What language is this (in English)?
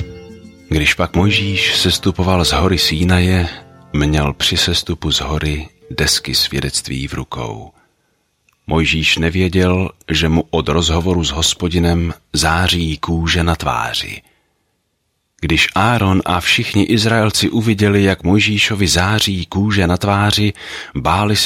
Czech